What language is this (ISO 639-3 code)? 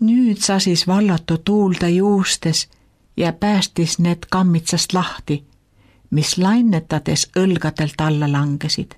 est